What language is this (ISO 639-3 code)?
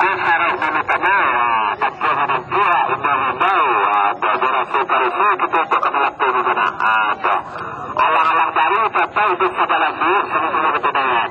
min